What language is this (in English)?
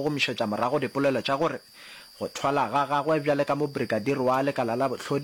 Northern Sotho